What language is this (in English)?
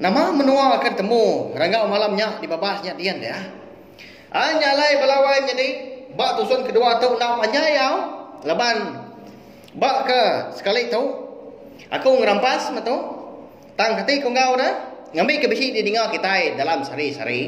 Iban